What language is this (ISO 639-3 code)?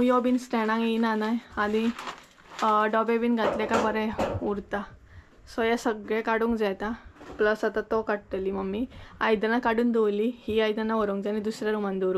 kok